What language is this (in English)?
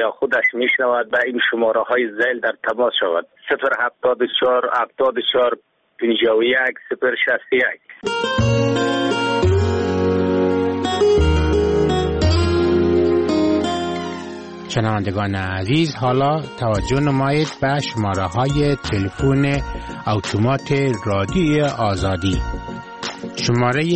Persian